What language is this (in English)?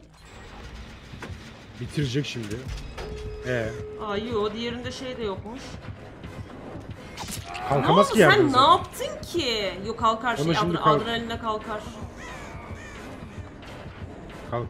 Turkish